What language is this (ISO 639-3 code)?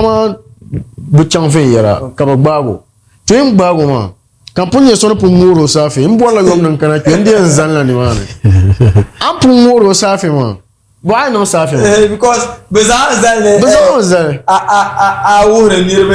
dag